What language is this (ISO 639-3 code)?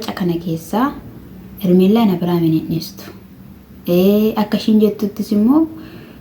orm